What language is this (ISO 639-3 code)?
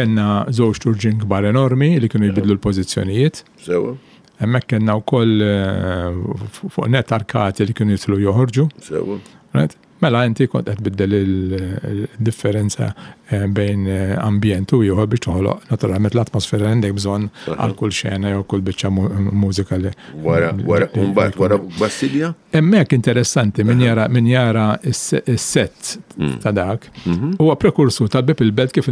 mlt